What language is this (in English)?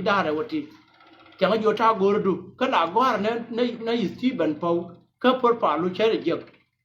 Nuer